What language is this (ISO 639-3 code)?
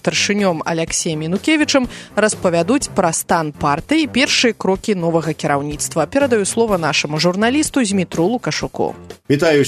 bel